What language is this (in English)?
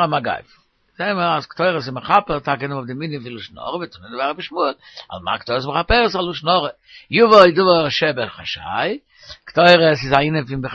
Yiddish